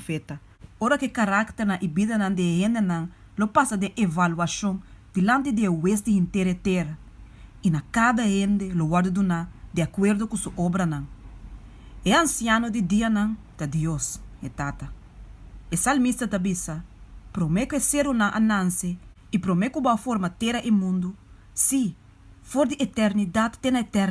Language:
Papiamento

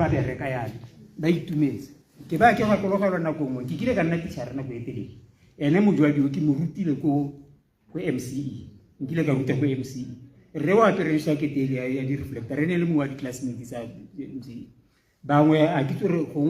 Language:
Tswana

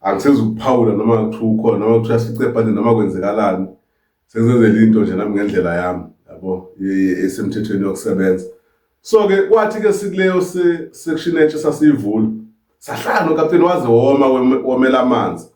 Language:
Zulu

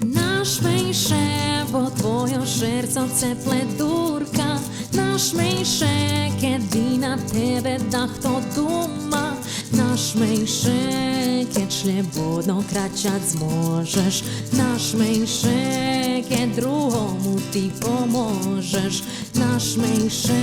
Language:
Rusyn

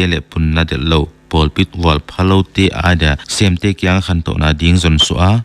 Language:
Paite Chin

